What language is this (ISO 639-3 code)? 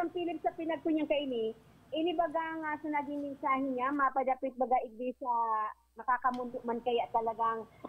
bik